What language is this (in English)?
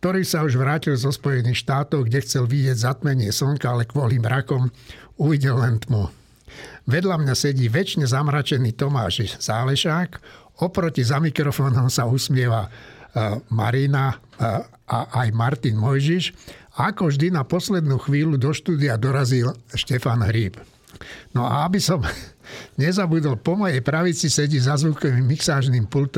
Slovak